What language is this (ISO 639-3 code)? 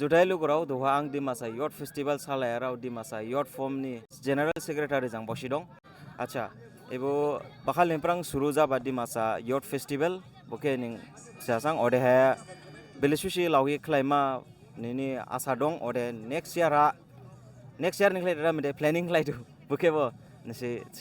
dis